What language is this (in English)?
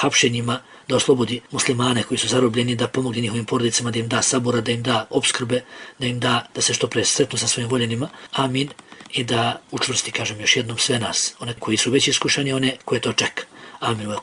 Bosnian